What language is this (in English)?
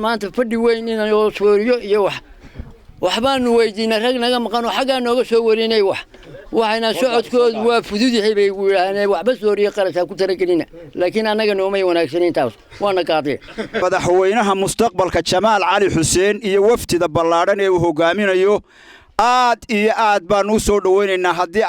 Somali